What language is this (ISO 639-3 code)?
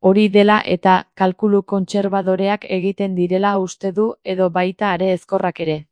eus